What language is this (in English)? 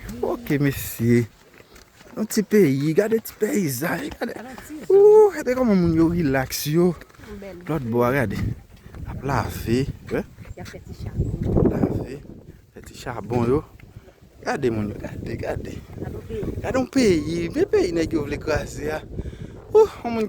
Haitian Creole